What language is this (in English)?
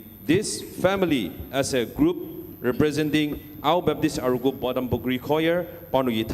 Ao Naga